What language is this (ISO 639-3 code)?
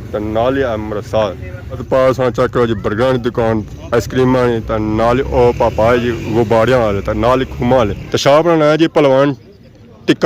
phr